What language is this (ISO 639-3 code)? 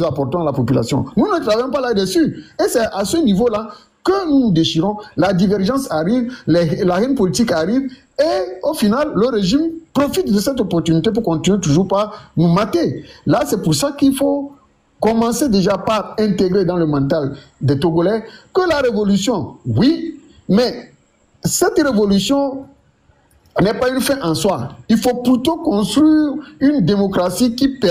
fra